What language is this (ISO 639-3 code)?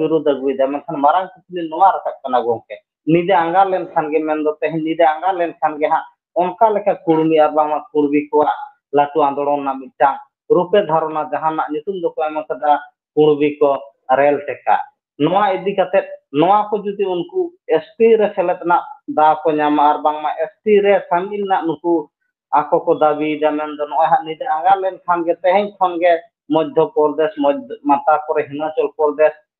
sat